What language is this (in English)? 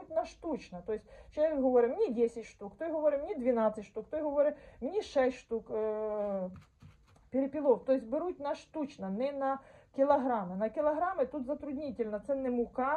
Ukrainian